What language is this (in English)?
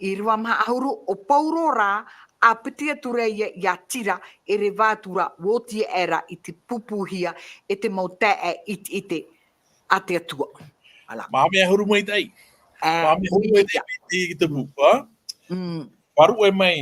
Tahitian